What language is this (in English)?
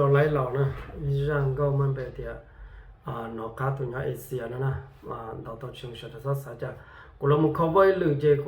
Hmong